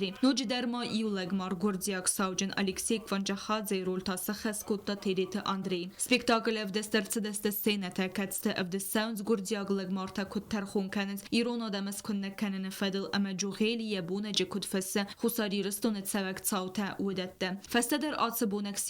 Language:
Ossetic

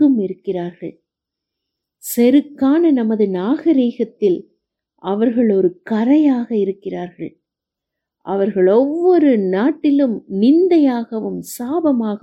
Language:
Tamil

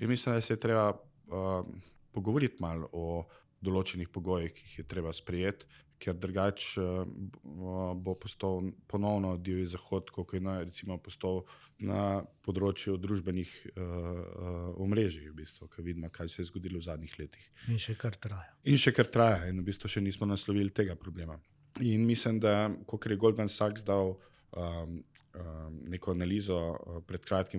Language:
Slovenian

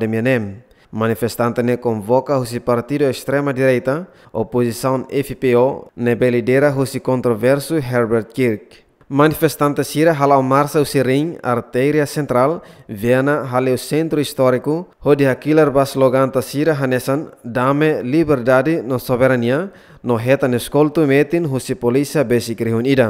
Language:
Tetum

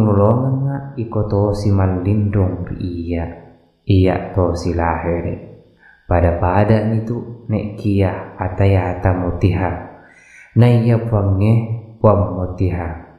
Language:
Buginese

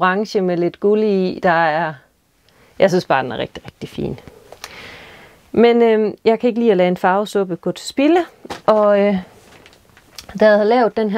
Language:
Danish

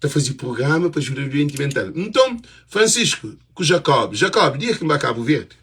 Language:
Kabuverdianu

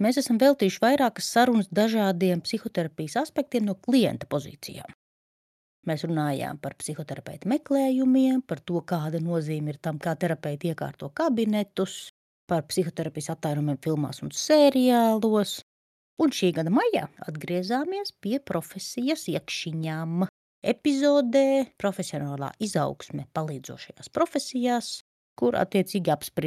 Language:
Latvian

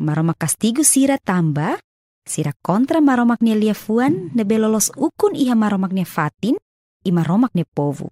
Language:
Tetum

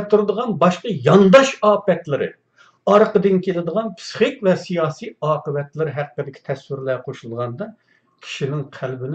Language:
Uyghur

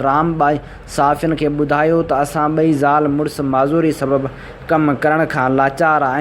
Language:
Sindhi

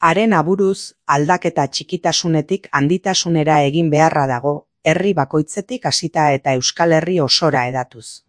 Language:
Basque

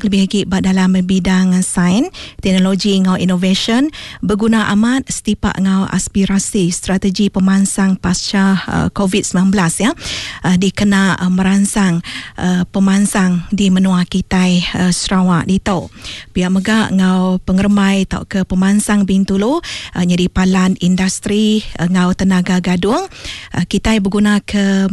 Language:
Iban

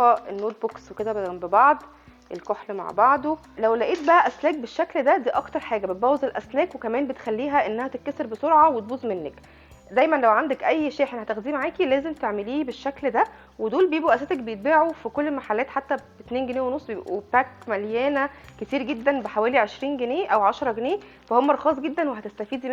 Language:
Egyptian Arabic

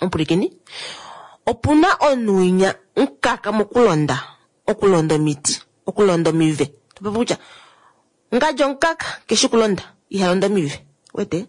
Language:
Kuanyama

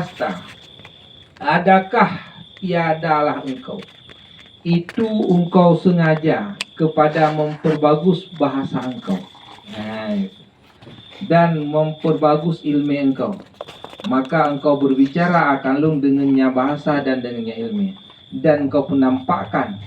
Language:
Achinese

